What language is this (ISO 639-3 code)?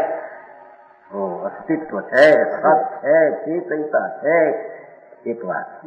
guj